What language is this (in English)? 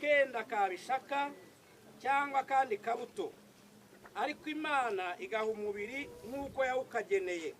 Kinyarwanda